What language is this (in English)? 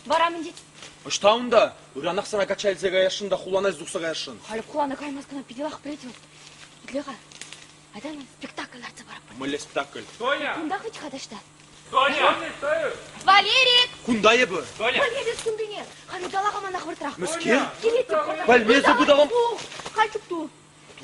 Chuvash